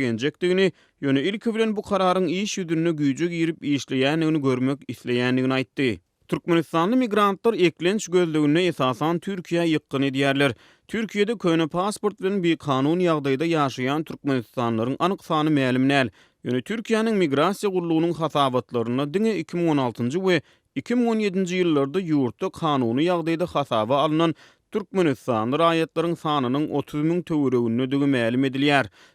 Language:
Turkmen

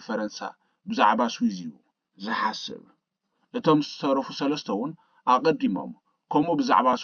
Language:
Tigrinya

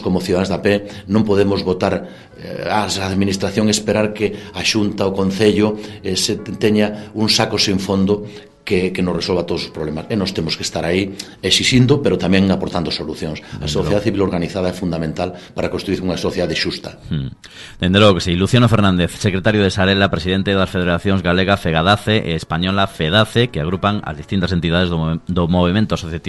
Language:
Galician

